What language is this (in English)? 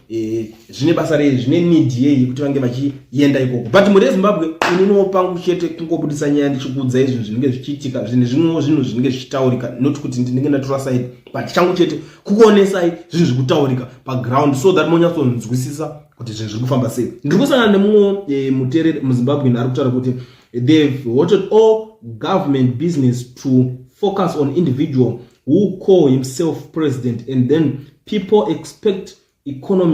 Shona